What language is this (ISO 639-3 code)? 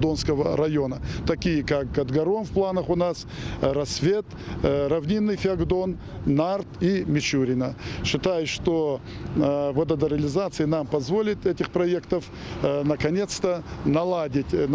oss